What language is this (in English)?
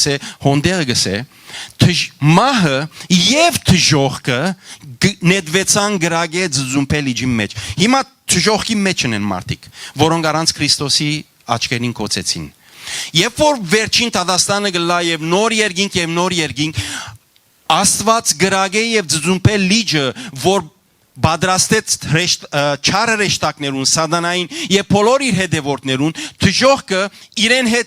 Western Armenian